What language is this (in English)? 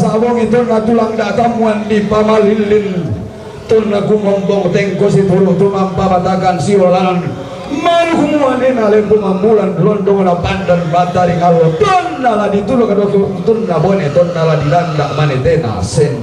Toraja-Sa'dan